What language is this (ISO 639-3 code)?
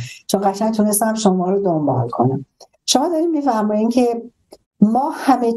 fas